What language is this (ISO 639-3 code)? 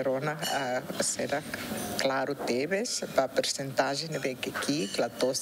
tet